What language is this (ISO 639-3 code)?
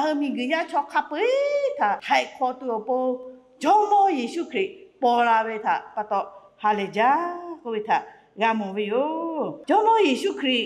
lhu